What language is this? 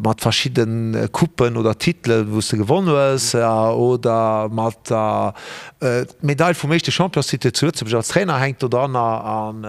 Luxembourgish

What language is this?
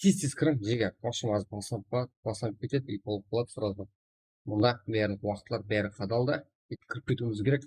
Kara-Kalpak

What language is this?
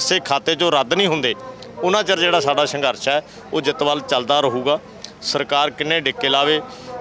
Punjabi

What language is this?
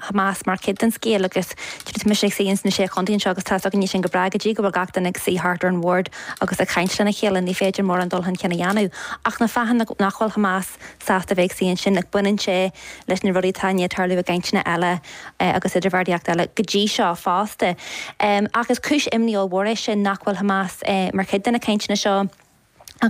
Irish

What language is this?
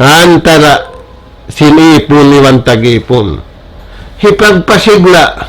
Tausug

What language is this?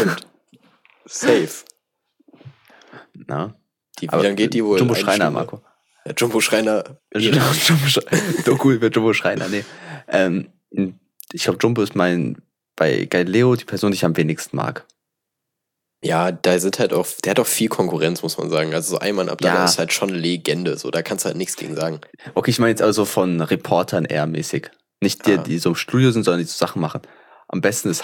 German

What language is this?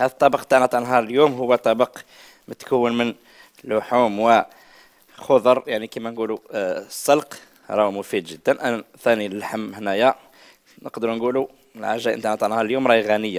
Algerian Arabic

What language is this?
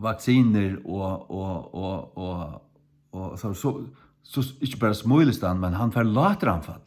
Faroese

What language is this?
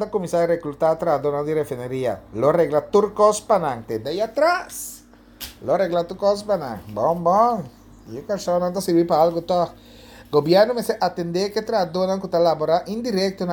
Papiamento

